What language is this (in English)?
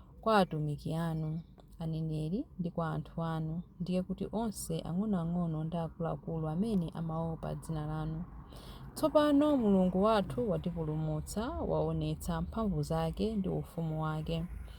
Nyanja